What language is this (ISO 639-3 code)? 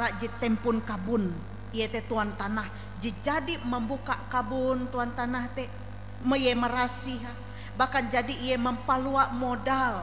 nij